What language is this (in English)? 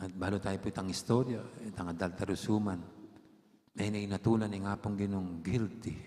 Pampanga